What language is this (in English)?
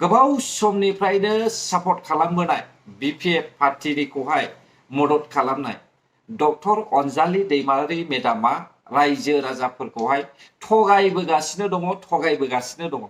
Bodo